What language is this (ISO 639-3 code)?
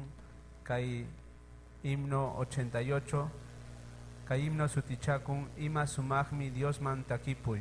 quy